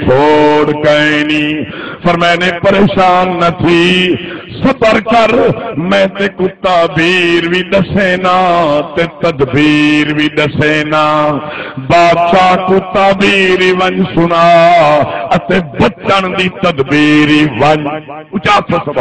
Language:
Saraiki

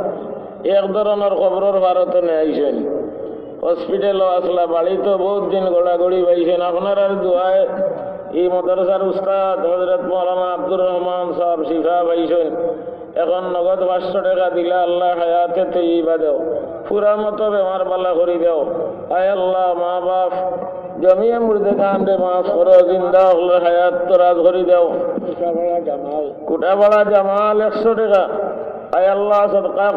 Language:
Sylheti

